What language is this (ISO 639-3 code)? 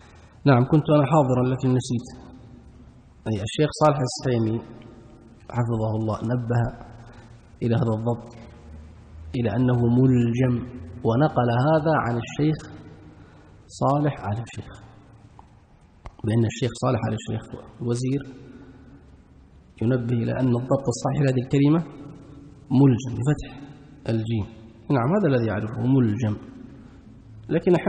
ara